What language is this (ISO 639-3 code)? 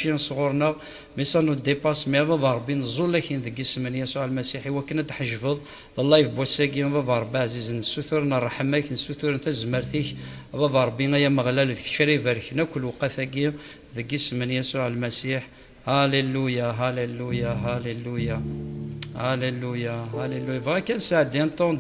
kab